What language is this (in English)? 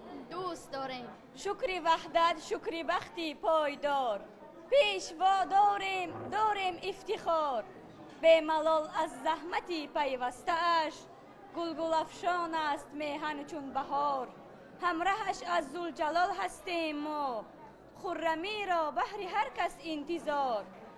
Tajik